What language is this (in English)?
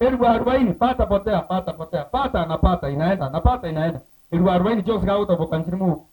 Gusii